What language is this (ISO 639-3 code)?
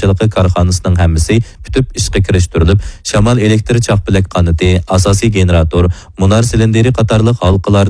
uig